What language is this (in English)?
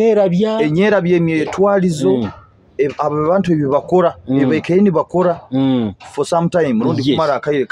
Nyoro